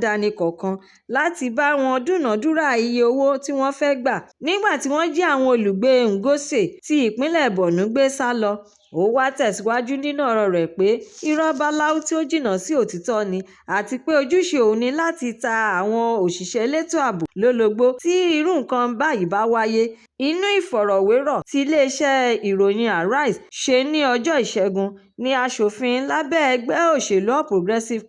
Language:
Yoruba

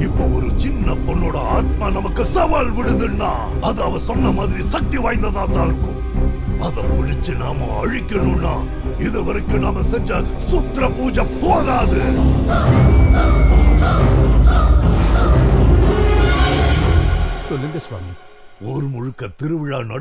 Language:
Tamil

